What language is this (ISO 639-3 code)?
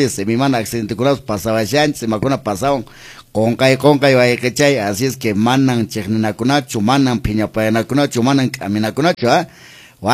que